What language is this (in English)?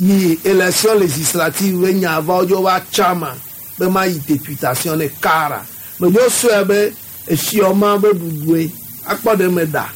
Gen